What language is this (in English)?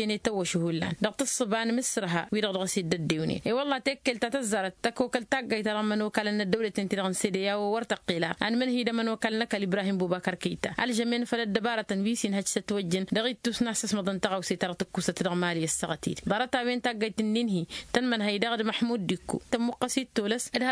Tamasheq